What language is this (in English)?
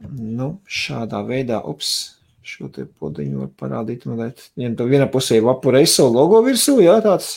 Latvian